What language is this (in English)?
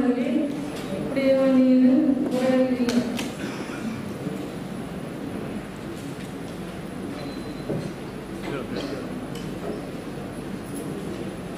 Kannada